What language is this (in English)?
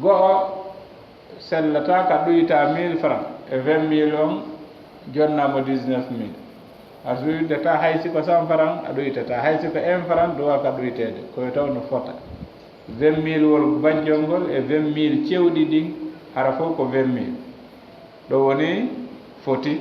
Fula